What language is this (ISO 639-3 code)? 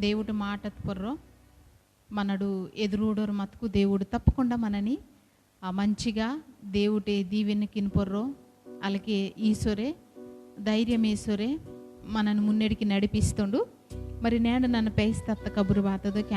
kff